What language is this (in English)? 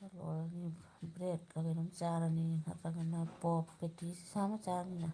Manipuri